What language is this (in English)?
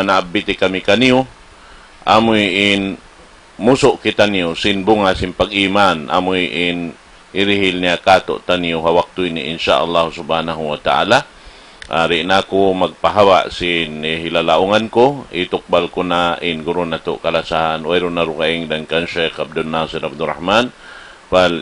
Tausug